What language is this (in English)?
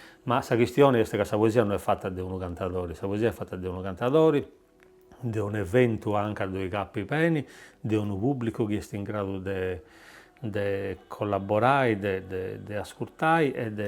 Sardinian